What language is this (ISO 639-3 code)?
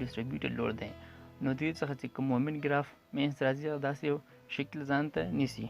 pus